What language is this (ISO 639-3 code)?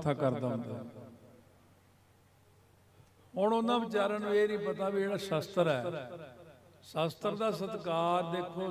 pan